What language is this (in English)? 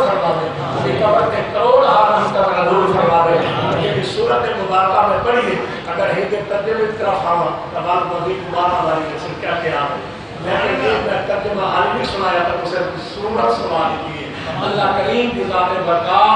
Saraiki